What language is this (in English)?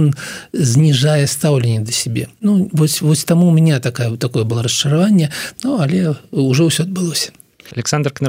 Belarusian